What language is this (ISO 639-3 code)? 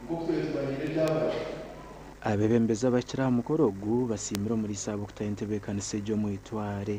nyn